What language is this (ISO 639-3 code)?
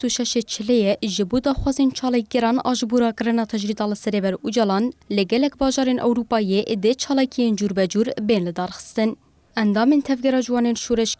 kur